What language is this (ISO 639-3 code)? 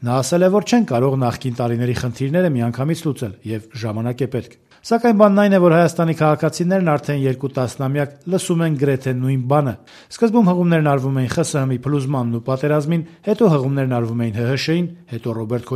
hye